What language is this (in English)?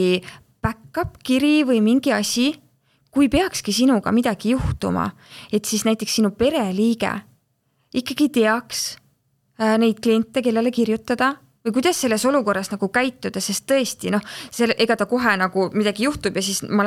Estonian